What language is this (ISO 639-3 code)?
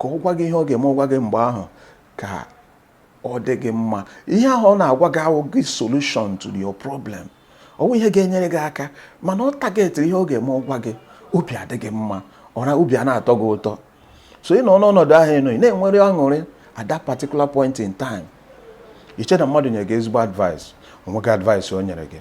ibo